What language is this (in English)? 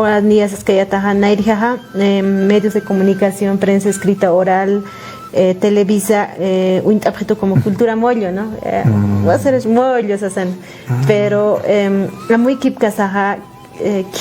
Aymara